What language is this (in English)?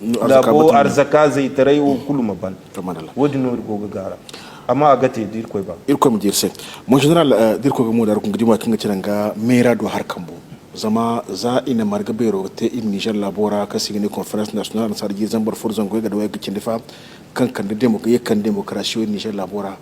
Zarma